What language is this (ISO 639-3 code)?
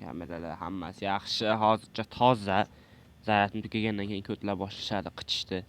uzb